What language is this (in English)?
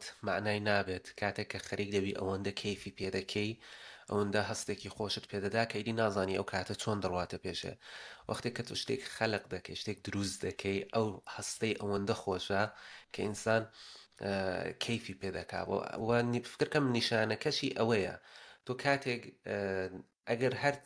Central Kurdish